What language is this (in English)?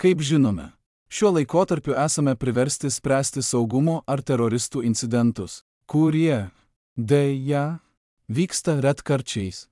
Lithuanian